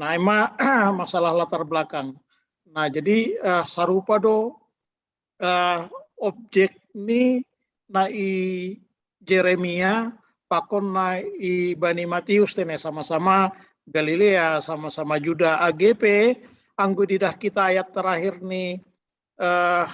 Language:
Batak Simalungun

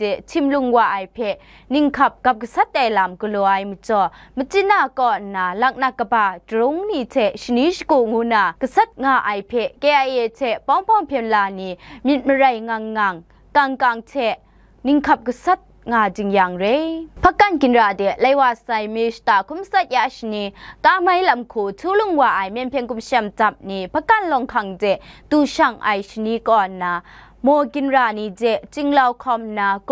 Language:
Kachin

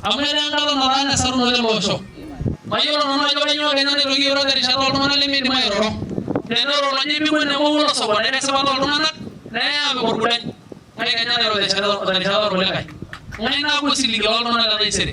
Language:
Masai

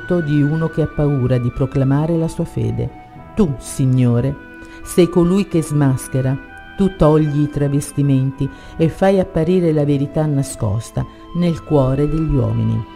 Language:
Italian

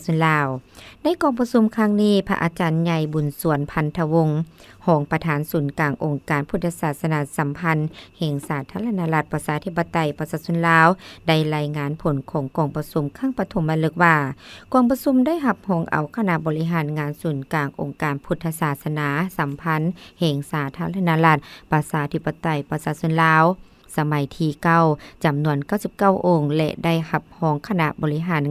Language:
Lao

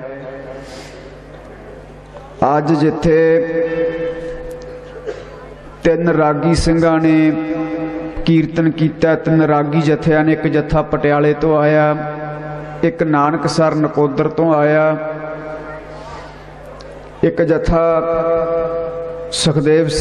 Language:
Punjabi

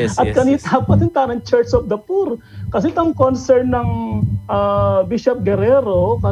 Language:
Pampanga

